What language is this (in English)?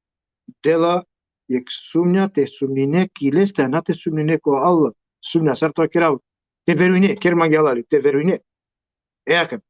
Balkan Romani